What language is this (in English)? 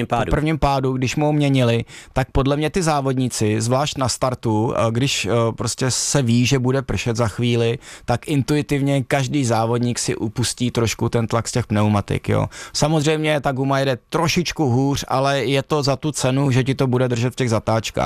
Czech